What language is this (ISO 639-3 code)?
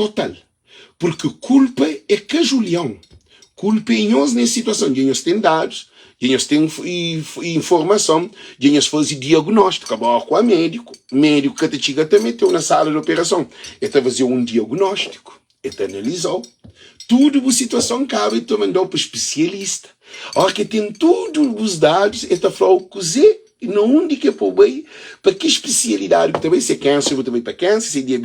kea